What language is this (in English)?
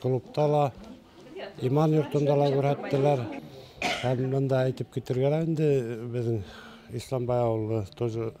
Bashkir